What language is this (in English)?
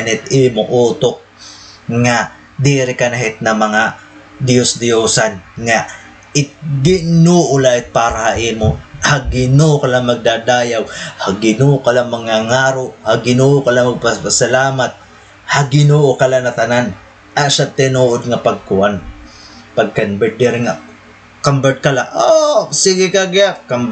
Waray